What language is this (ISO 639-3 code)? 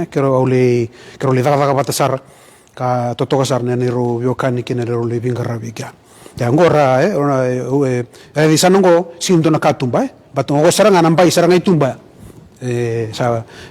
fij